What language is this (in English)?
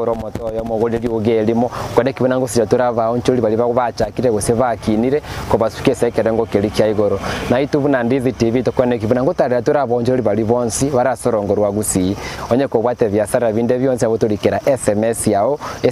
Gusii